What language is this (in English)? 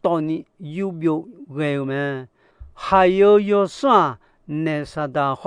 Akha